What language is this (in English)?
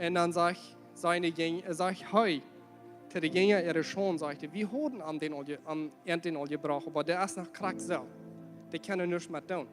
Plautdietsch